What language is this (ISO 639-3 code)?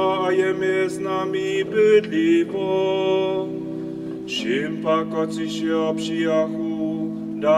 hsb